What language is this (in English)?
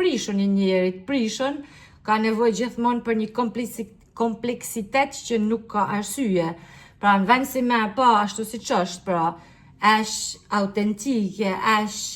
Albanian